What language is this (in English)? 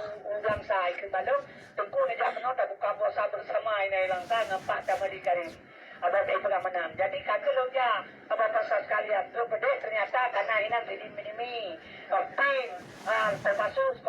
Achinese